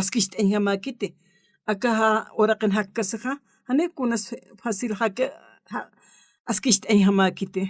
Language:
Aymara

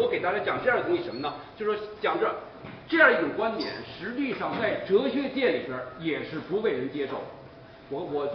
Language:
Chinese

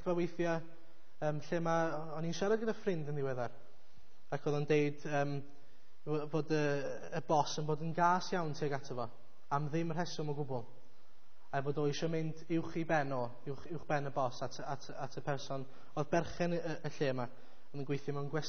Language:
Welsh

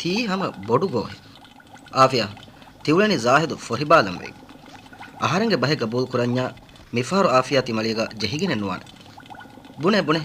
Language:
Divehi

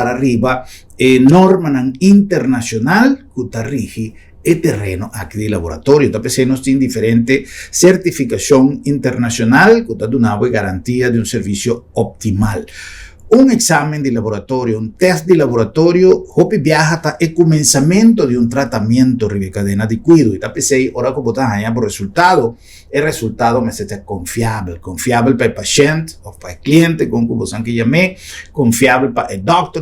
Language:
Papiamento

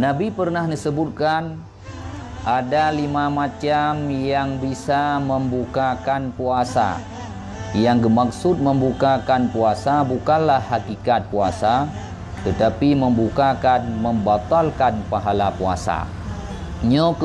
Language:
Achinese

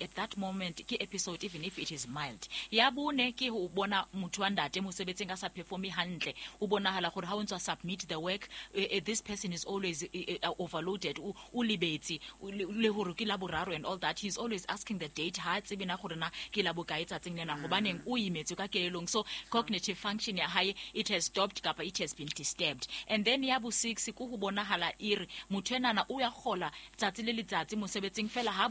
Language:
Southern Sotho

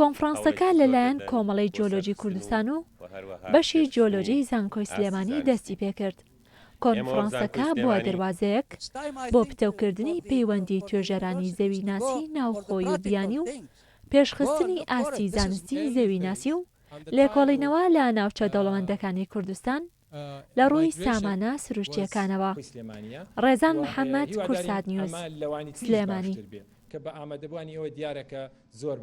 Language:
Central Kurdish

